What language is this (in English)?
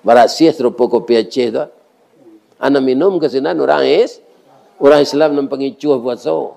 Minangkabau